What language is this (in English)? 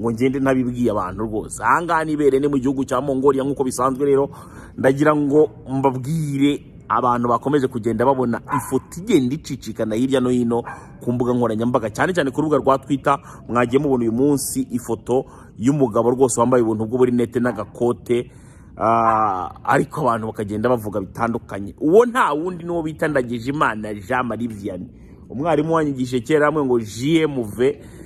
Kinyarwanda